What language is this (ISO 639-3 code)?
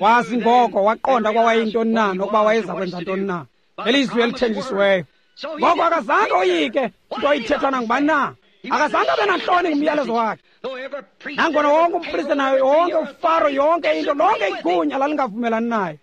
xho